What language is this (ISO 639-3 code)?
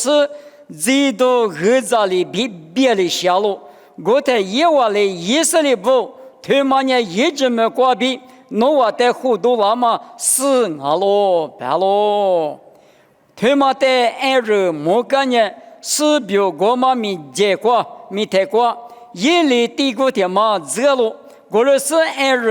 lis